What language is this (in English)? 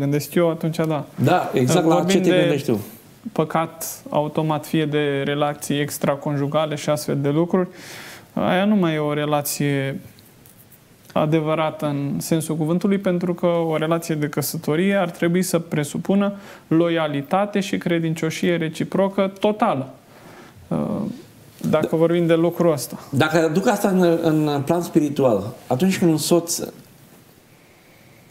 Romanian